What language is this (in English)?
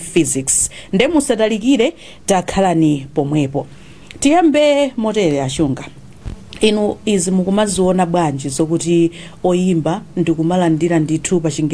Nyanja